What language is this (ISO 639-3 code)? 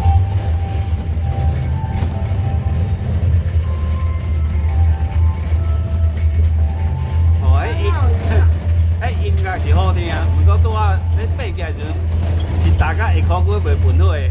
nan